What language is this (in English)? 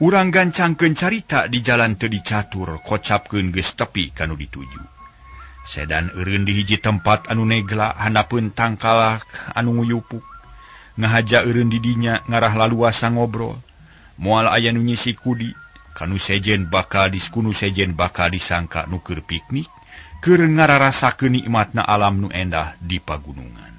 Sundanese